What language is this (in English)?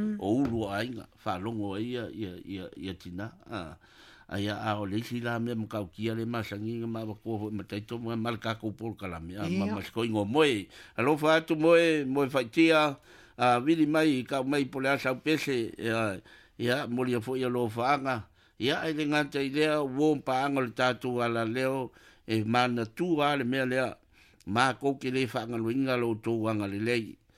Samoan